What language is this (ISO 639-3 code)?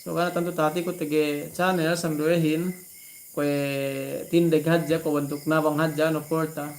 yka